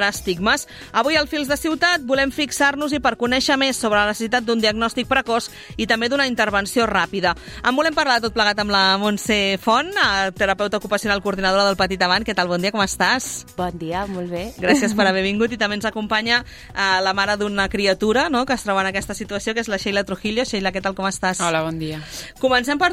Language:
Catalan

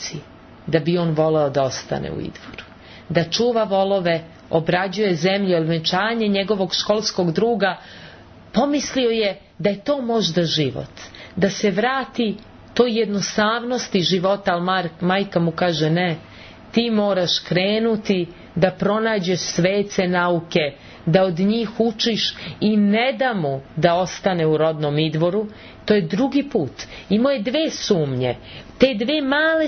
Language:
Serbian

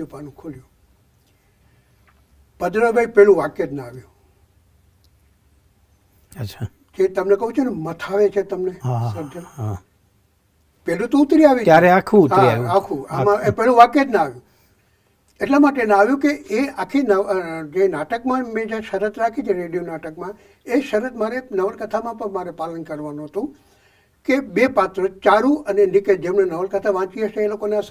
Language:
Gujarati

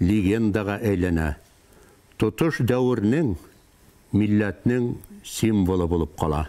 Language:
Bashkir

